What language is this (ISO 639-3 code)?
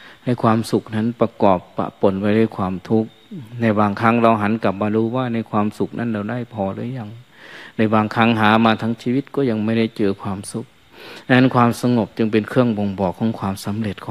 tha